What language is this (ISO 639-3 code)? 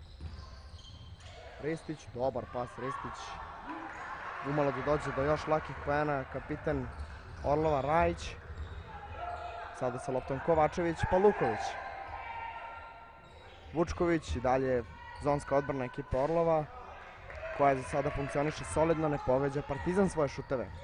srp